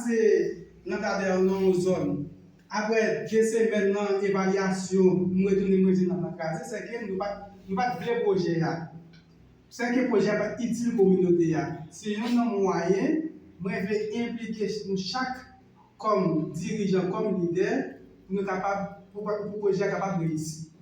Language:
Haitian Creole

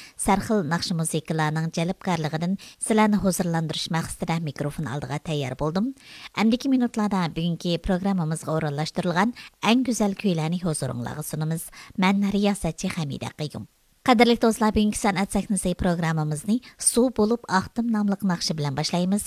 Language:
Uyghur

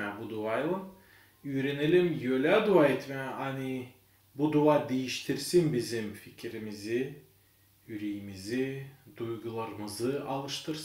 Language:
Gagauz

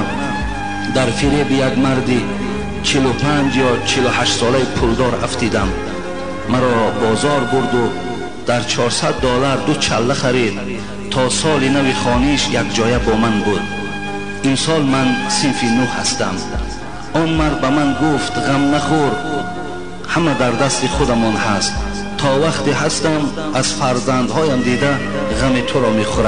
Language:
Tajik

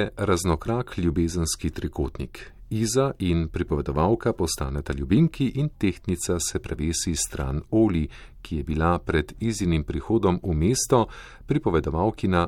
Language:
Slovenian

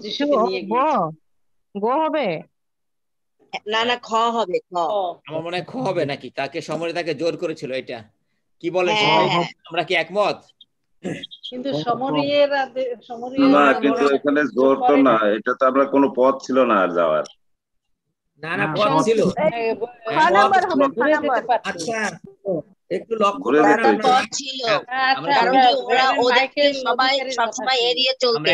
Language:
Bangla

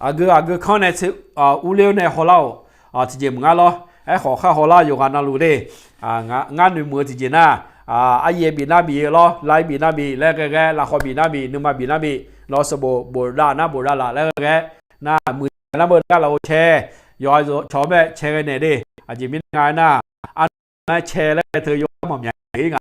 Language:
Akha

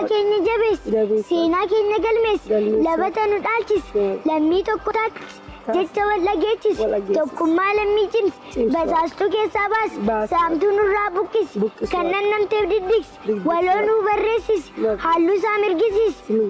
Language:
Oromo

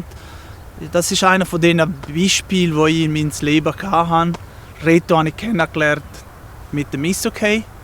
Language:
Swiss German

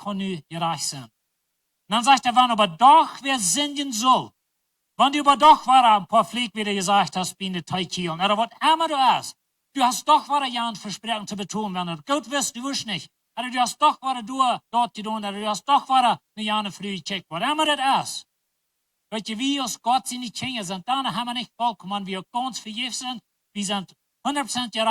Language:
Plautdietsch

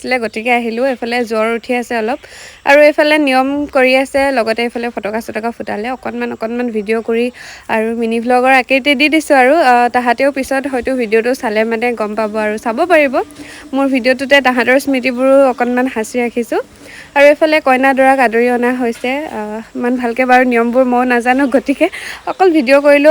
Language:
Assamese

